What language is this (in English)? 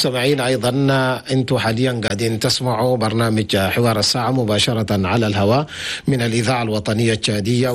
Chadian Arabic